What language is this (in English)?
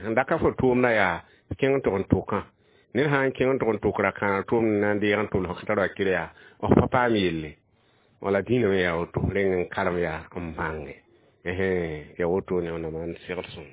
Mossi